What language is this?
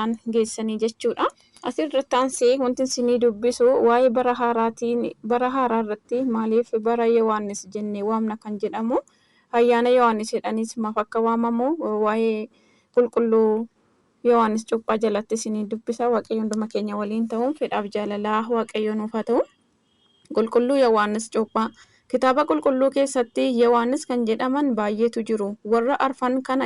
Oromo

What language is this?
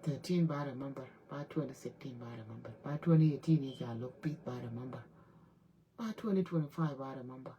Nuer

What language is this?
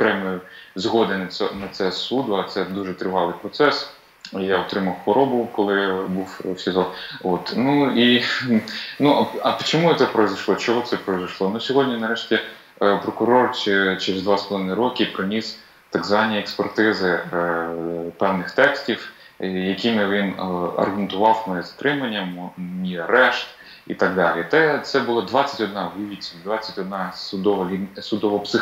Ukrainian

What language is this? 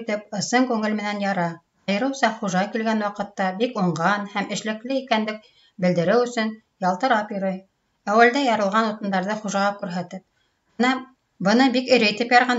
Bashkir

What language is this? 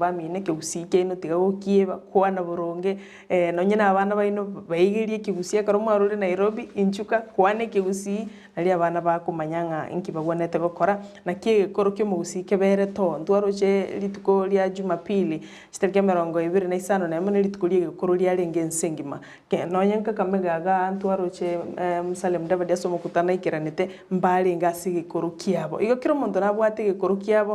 Gusii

